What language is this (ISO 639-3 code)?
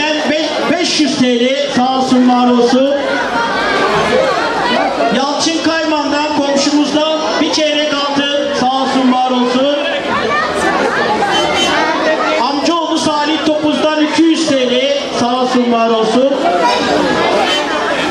tur